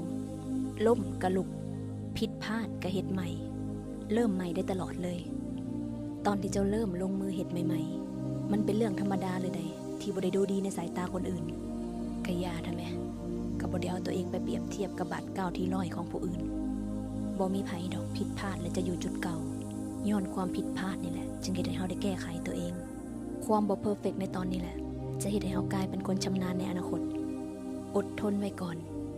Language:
Lao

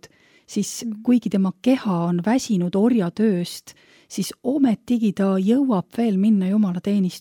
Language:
Estonian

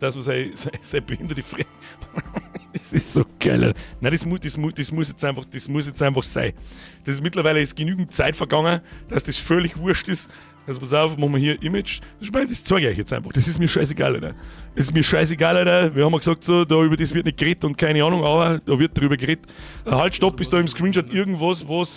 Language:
Bavarian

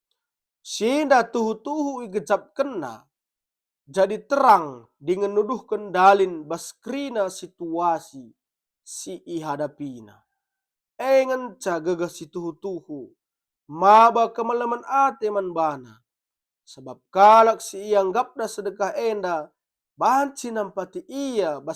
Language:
Batak Karo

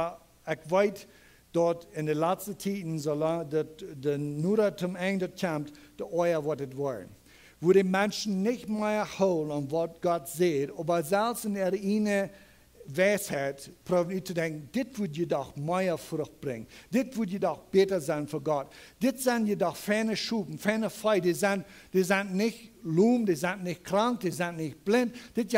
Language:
Plautdietsch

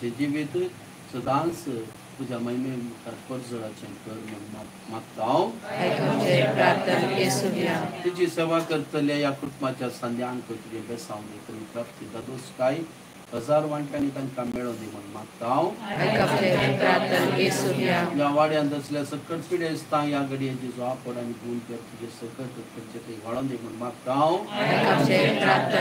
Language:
Konkani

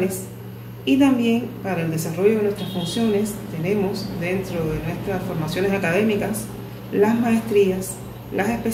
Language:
Spanish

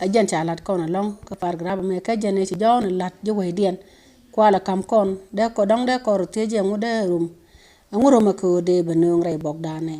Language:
Nuer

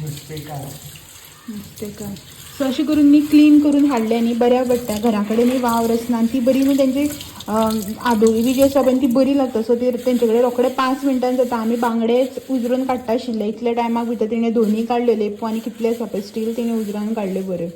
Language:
Konkani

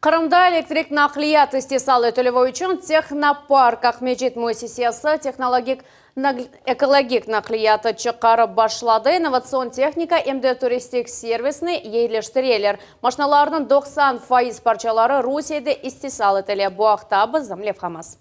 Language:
Crimean Tatar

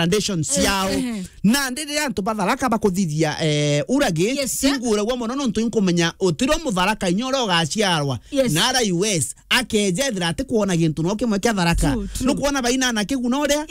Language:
Meru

